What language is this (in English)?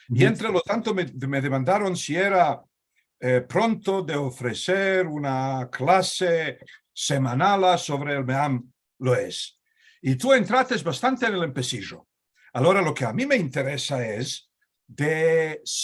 Ladino